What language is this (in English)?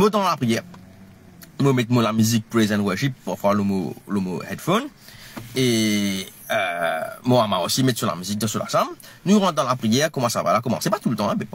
Morisyen